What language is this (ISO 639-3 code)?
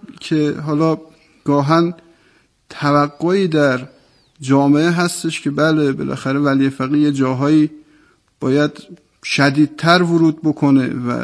fas